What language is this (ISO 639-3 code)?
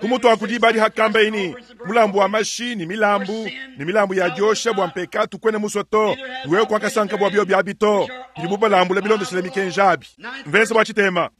lua